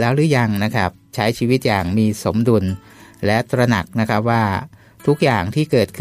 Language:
Thai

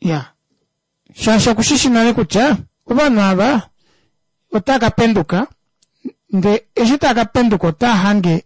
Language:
Kuanyama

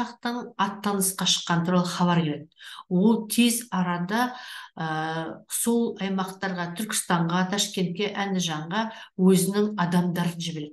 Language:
Kazakh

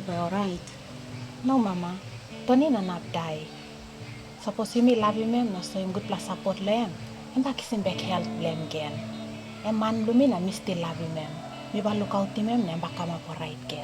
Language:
Tok Pisin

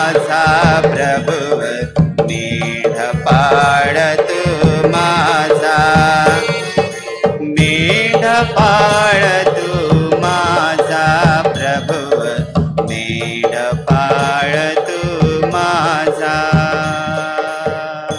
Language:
Marathi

